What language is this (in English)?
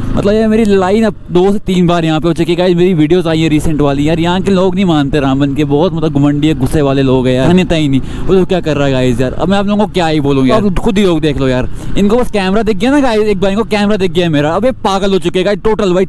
Hindi